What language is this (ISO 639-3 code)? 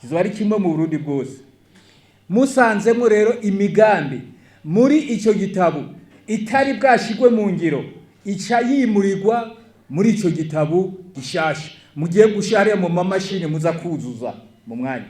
run